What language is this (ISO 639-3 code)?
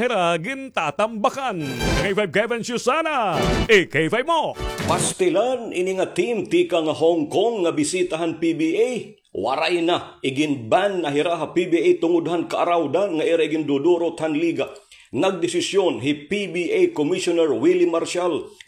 war